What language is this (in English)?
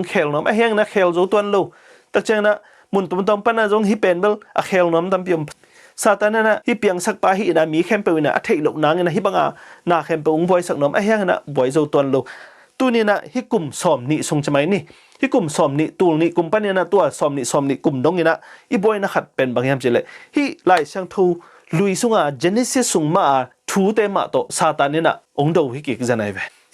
Tedim Chin